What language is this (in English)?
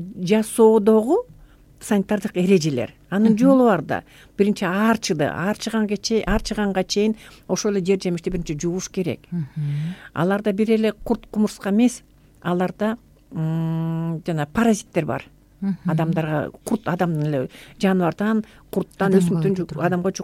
Kyrgyz